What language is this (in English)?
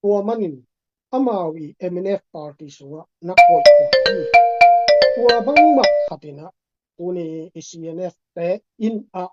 Tedim Chin